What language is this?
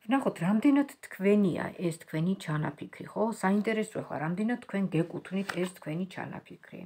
Georgian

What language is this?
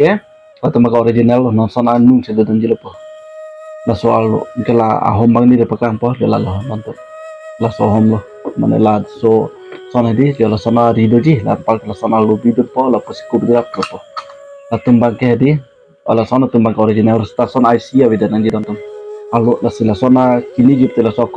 Karbi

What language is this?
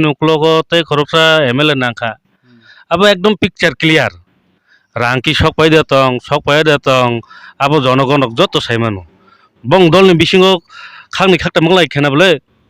Kok Borok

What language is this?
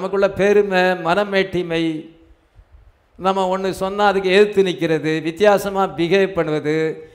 Tamil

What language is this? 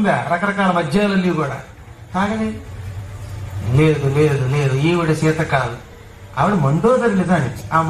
Telugu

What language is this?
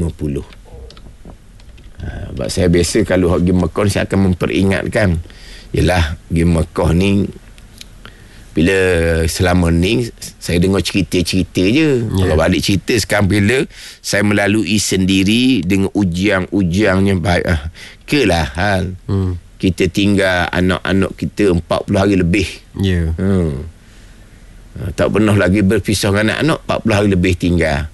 Malay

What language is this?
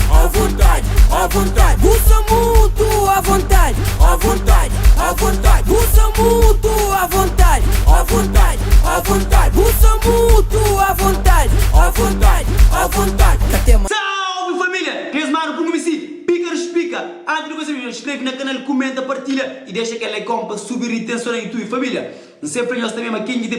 Kabuverdianu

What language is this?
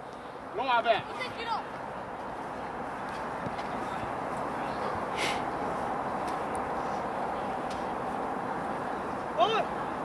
Swedish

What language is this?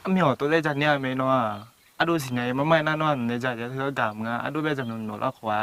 Akha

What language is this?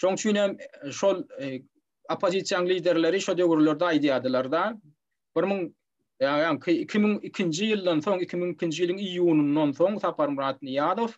Turkmen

